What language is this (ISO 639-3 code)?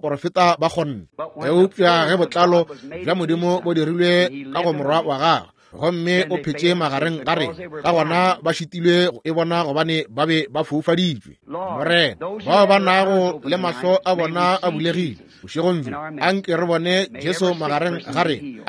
nso